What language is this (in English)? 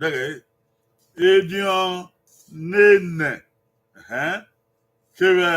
Bini